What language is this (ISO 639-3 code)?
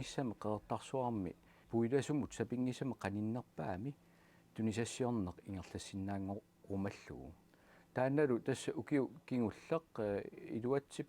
kal